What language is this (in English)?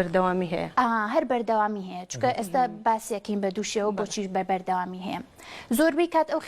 Central Kurdish